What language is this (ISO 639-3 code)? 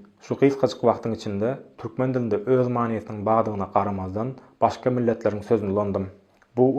tuk